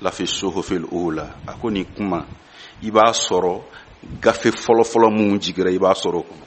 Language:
Bambara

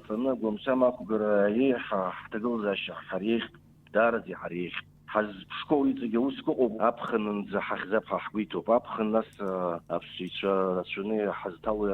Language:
Abkhazian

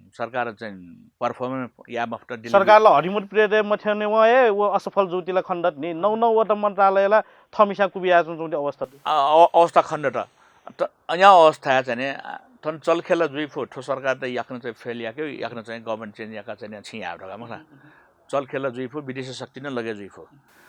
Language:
Newari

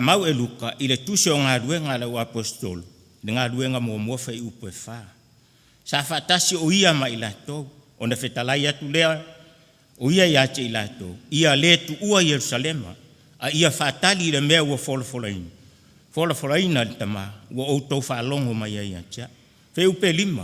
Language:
Samoan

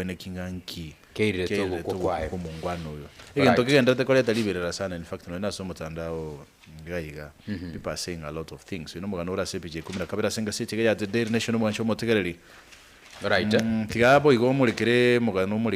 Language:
Gusii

